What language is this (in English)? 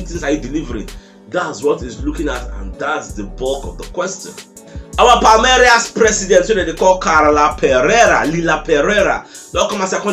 Nigerian Pidgin